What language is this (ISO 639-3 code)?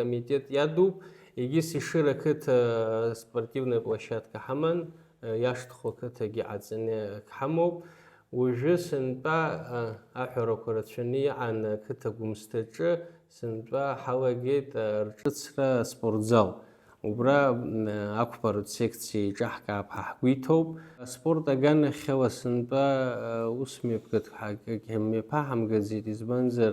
abk